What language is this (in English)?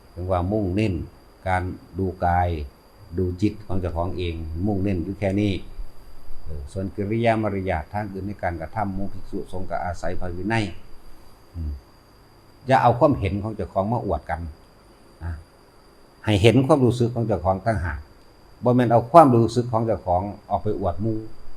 Northeastern Thai